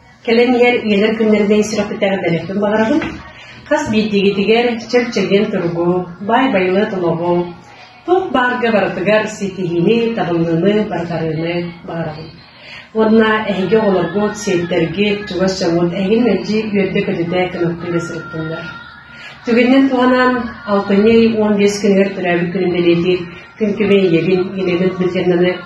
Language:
Yakut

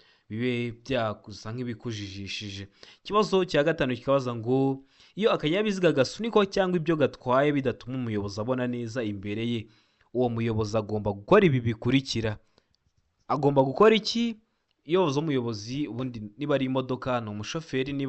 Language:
Kinyarwanda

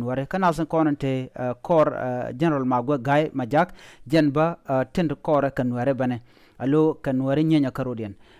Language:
Nuer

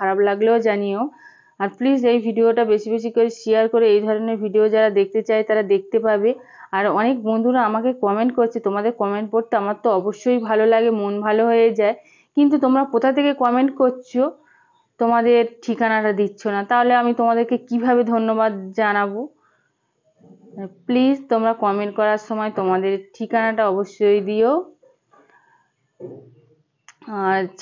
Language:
Bangla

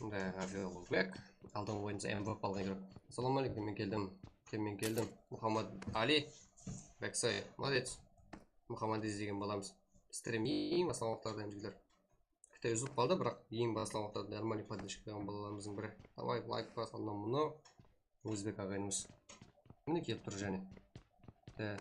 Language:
Kara-Kalpak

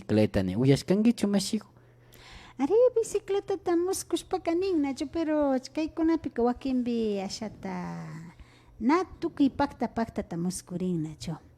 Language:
Imbabura Highland Quichua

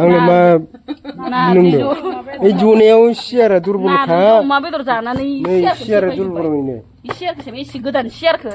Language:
Bodo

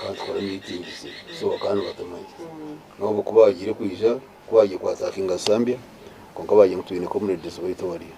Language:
Nyankole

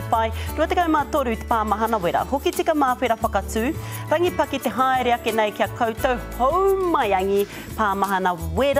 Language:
Māori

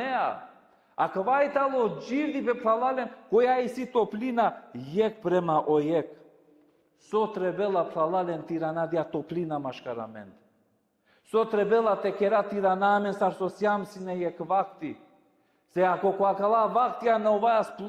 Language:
Balkan Romani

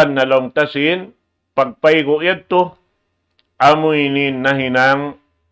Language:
Tausug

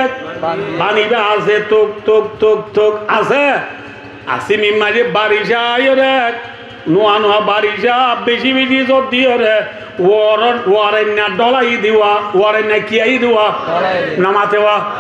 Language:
Rohingya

